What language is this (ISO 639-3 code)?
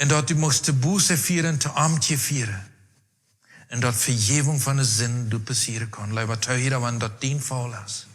pdt